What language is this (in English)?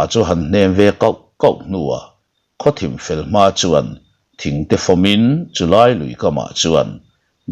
Mizo